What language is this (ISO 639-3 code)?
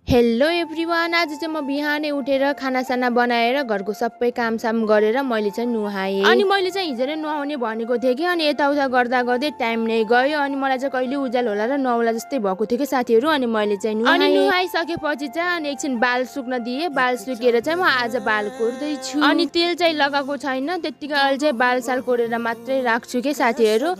nep